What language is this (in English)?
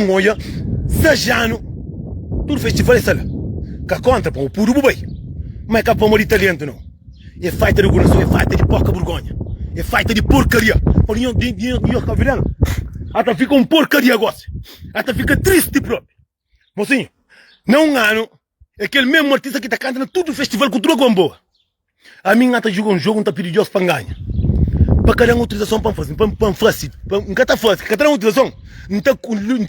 Kabuverdianu